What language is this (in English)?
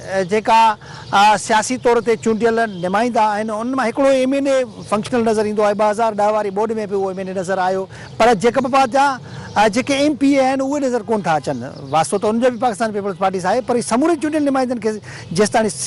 Sindhi